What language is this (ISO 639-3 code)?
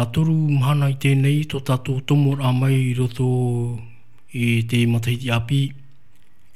tah